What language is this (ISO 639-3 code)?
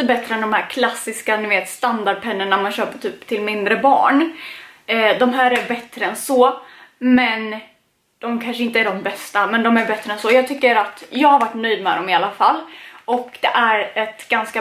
swe